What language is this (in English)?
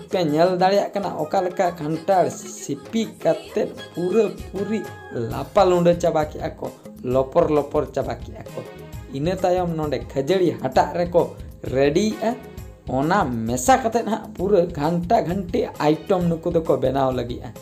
Santali